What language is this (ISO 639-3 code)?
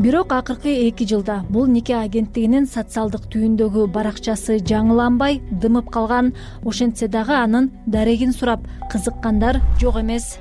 kir